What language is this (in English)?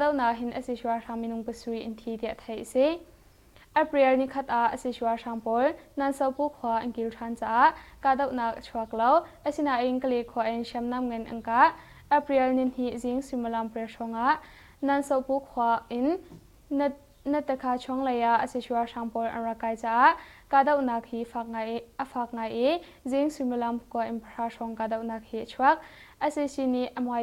Hakha Chin